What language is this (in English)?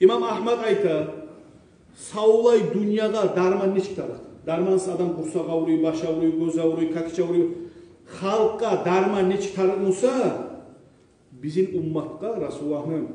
Kumyk